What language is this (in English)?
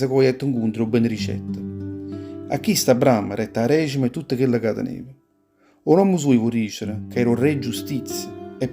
Neapolitan